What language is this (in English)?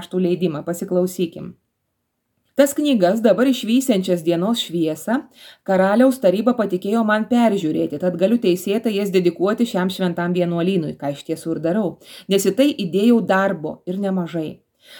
Lithuanian